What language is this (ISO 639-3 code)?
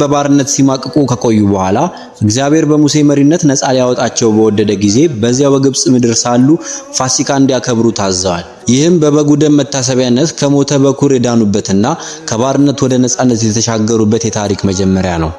amh